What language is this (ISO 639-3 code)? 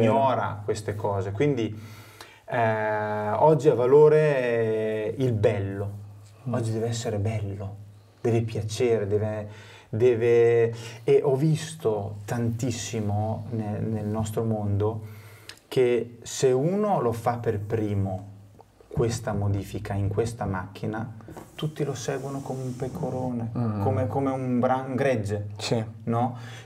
ita